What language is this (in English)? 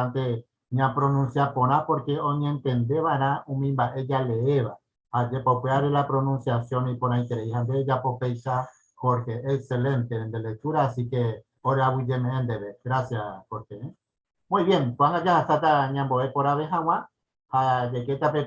Guarani